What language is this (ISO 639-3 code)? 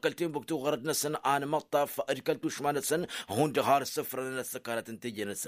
taq